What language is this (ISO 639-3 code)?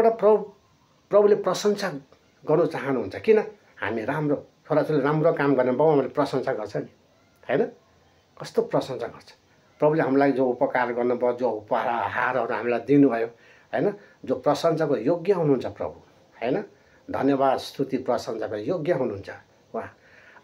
nep